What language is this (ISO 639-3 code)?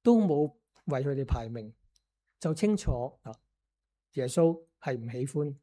yue